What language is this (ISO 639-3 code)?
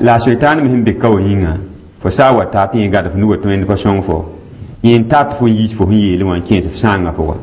mos